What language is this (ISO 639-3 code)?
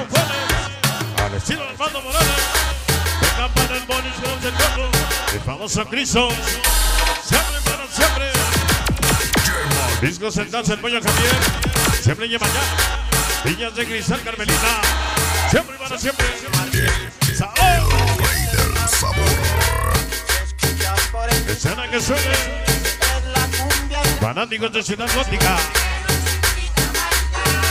spa